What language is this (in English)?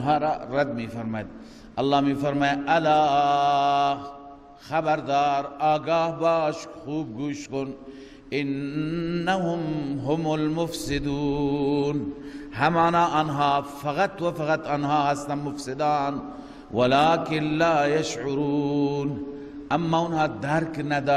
Persian